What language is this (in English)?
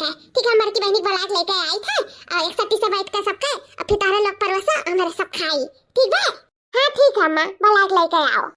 Awadhi